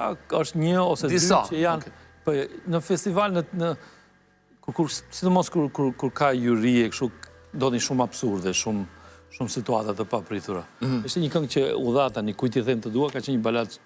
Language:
Albanian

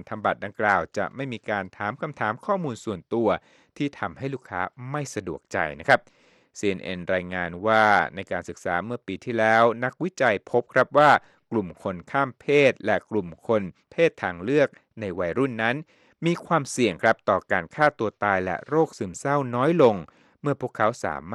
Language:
Thai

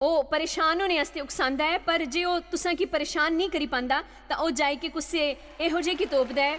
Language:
Dogri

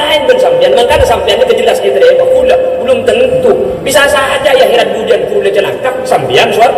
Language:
Madurese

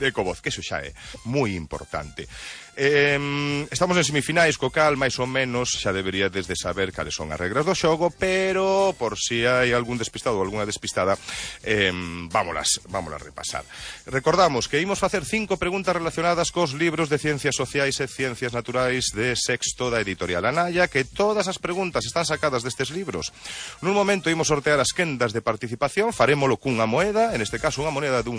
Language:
Galician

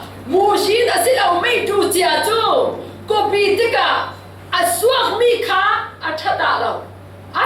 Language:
Falam Chin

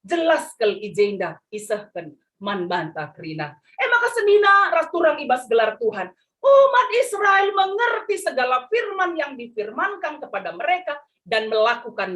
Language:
Batak Karo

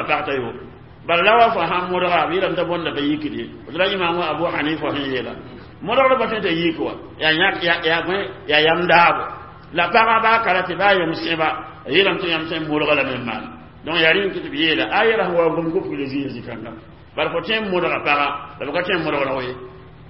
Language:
Mossi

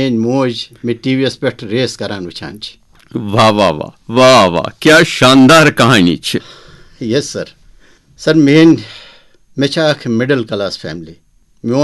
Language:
Kashmiri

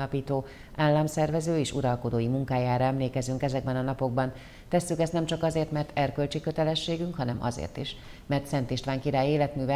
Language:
Hungarian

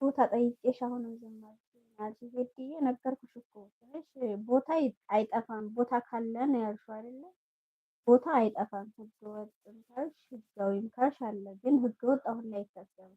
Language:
Amharic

